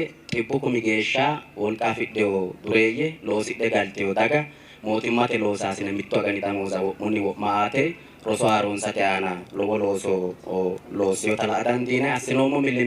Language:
Sidamo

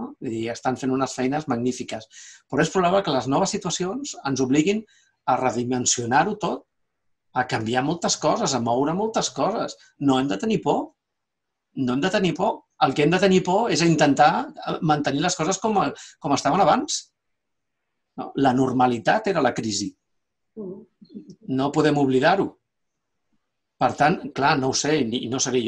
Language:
Catalan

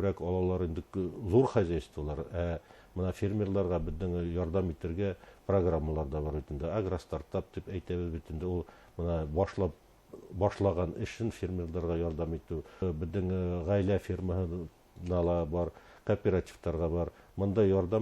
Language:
Bashkir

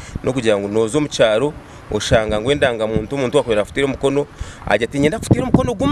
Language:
Nyankole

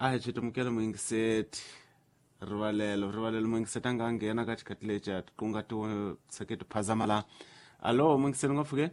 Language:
Tsonga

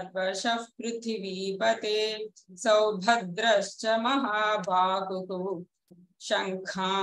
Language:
Sanskrit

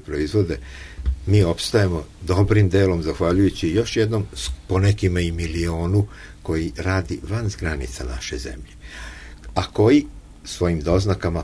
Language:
Serbian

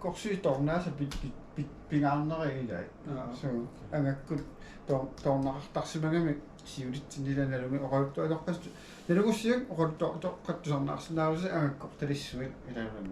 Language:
Kalaallisut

